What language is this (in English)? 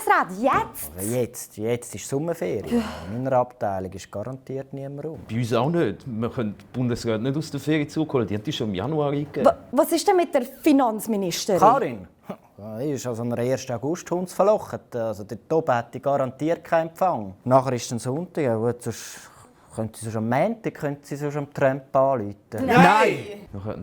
Swiss German